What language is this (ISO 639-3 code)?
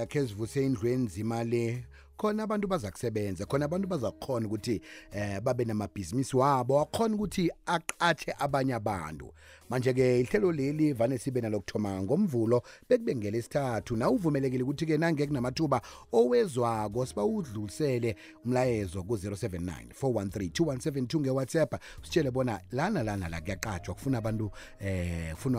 nbl